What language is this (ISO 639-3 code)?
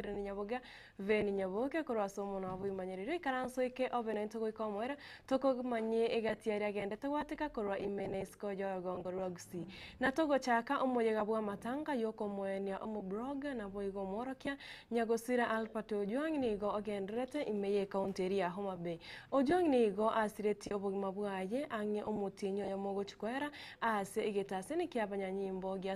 guz